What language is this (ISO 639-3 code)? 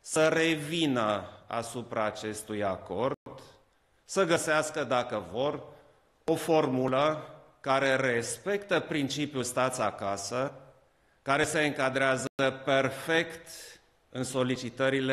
ron